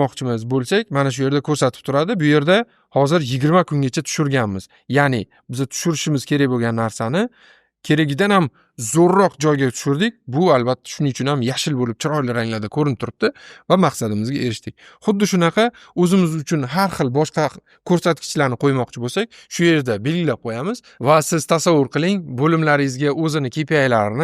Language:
Uzbek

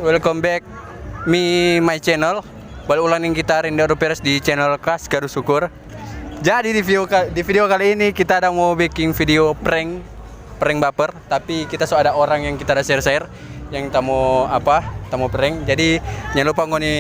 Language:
Manado Malay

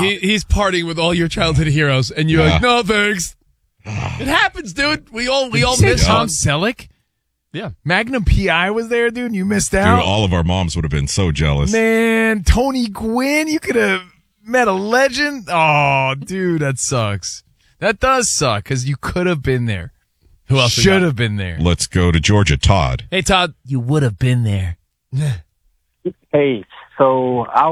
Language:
English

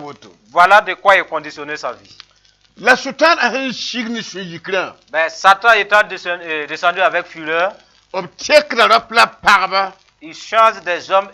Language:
Mossi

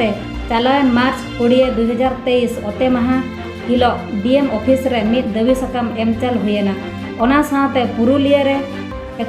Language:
Santali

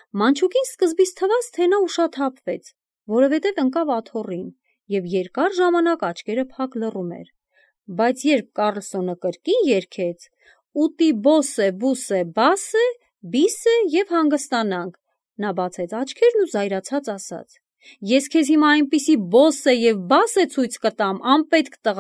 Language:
Armenian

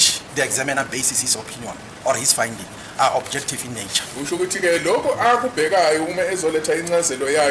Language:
Zulu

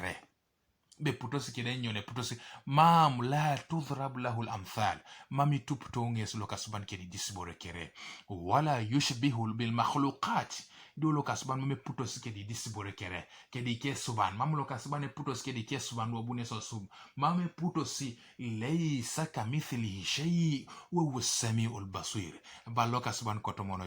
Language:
Teso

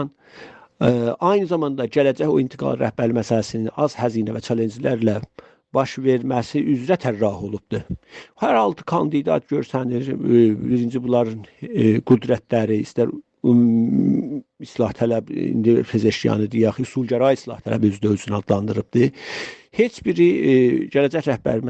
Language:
South Azerbaijani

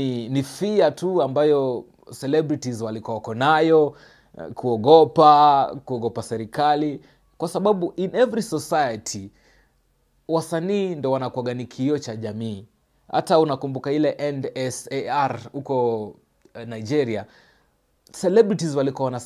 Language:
Swahili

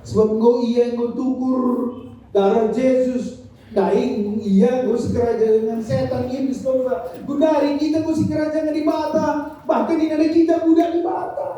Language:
Batak Karo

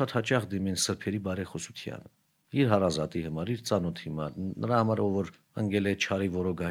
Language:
Armenian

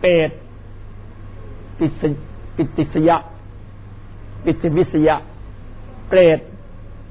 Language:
Thai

